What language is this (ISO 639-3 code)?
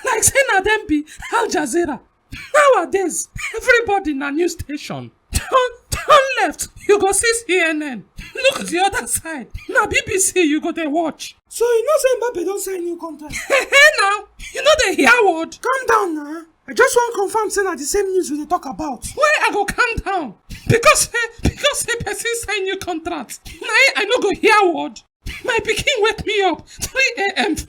pcm